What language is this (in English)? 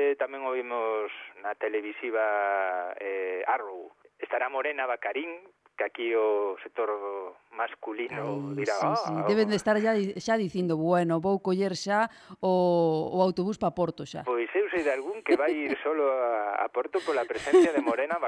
Galician